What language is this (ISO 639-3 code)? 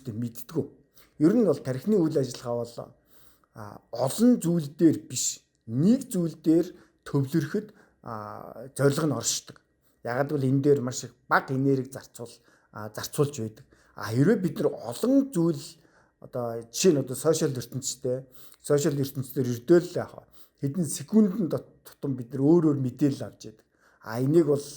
mon